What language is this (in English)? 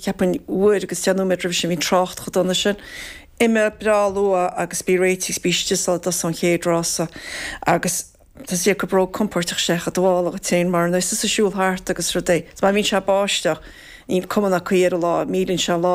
Irish